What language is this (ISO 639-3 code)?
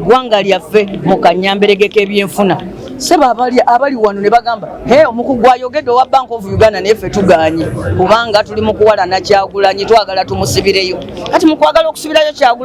lug